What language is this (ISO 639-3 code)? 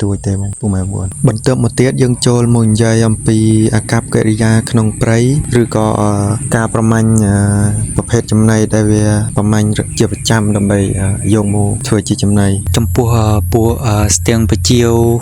khm